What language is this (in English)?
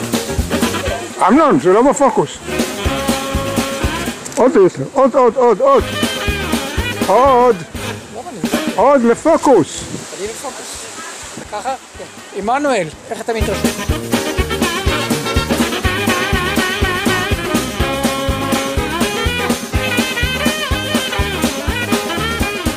Hebrew